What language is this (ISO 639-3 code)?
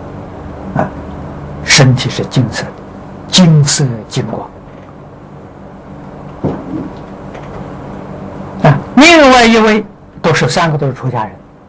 zho